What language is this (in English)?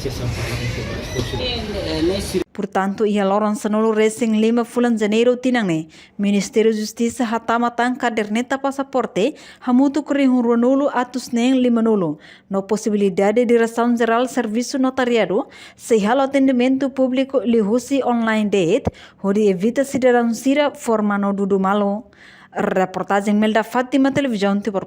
Tetum